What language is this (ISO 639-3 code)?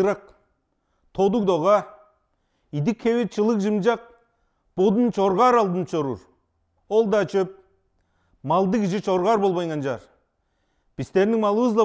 tyv